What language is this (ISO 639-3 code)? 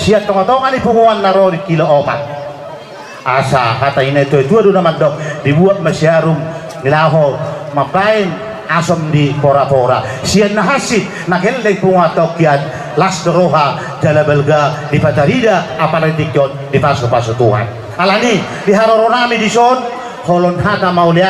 bbc